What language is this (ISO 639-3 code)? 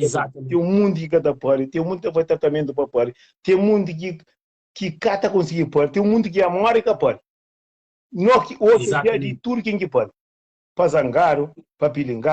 kea